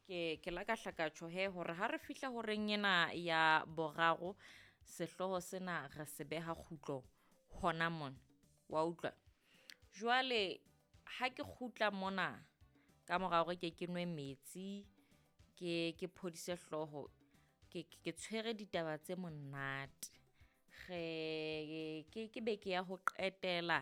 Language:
Southern Sotho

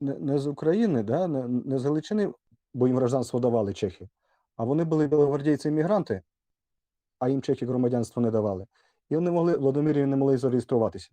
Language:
Rusyn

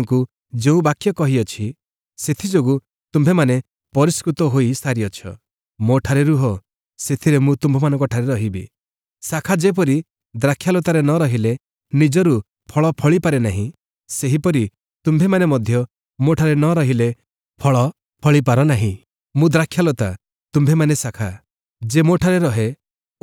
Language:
Odia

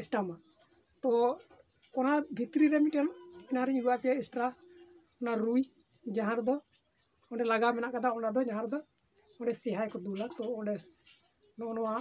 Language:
Santali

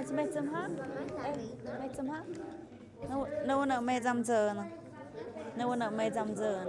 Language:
Tlahuitoltepec Mixe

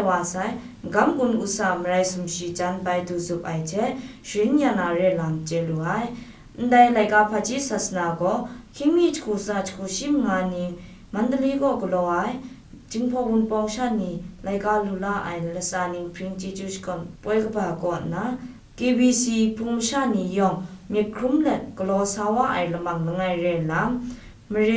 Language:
Kachin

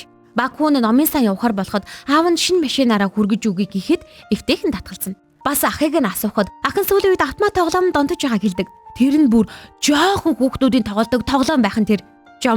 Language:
Mongolian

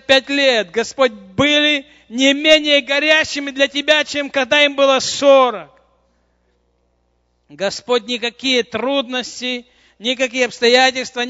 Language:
Russian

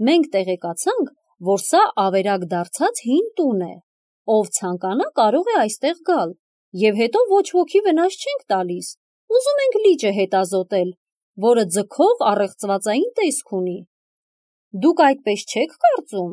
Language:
Armenian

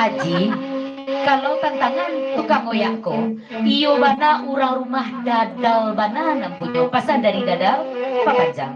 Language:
Minangkabau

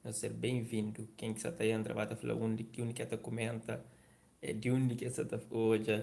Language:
Kabuverdianu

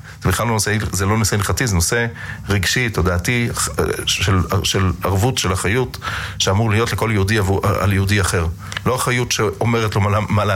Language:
Hebrew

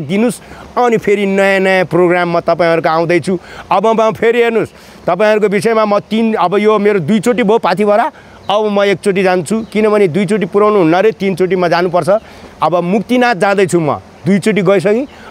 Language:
Nepali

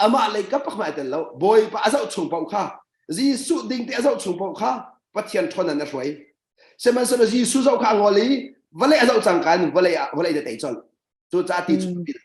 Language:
Hakha Chin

